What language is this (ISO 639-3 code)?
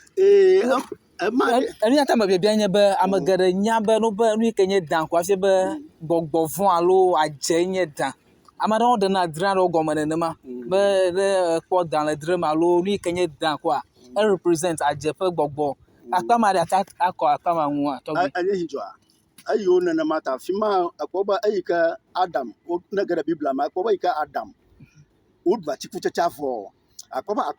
ewe